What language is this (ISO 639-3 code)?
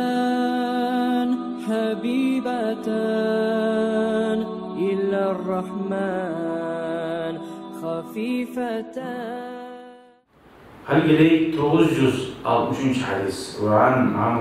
kum